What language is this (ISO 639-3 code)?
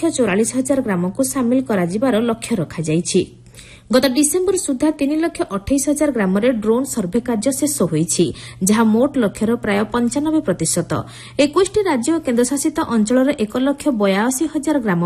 ori